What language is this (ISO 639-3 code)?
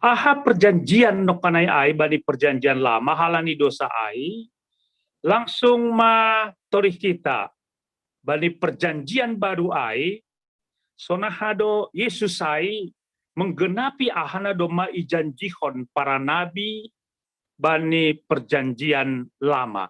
bts